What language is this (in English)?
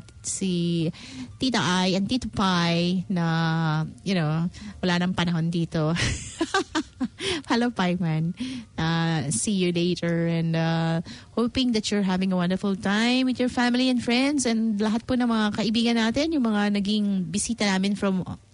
Filipino